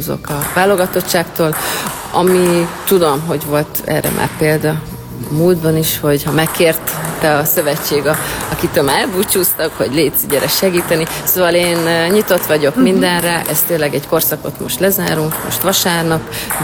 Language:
Hungarian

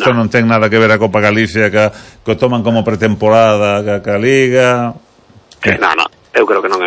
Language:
Galician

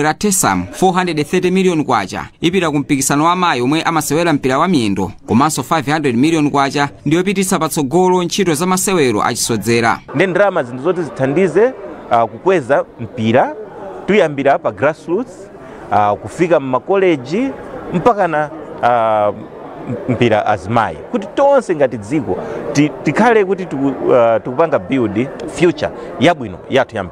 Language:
Nyanja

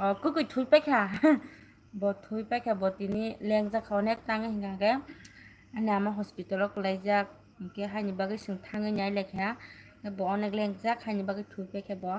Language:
Kok Borok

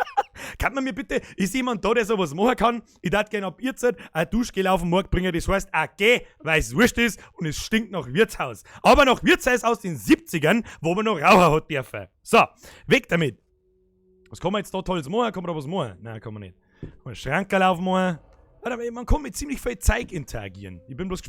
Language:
Bavarian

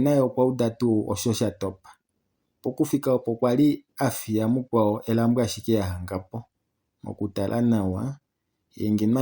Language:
Kuanyama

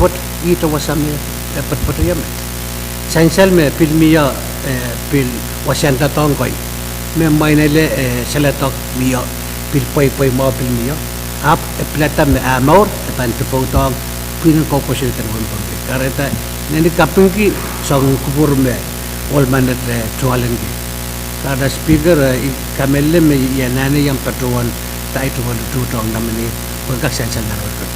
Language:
Pohnpeian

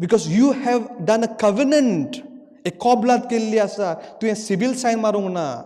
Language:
Konkani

